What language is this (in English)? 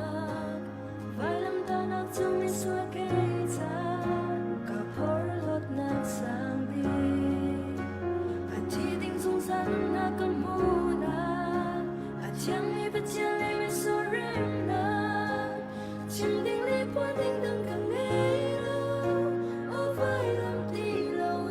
Hakha Chin